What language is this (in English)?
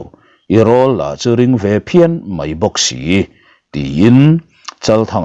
Mizo